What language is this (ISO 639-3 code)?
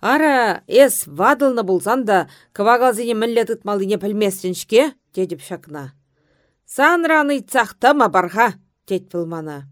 chv